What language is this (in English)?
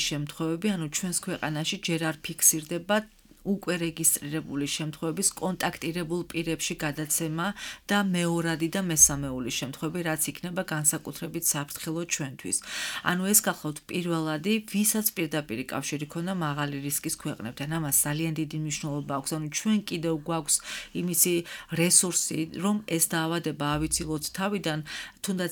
Georgian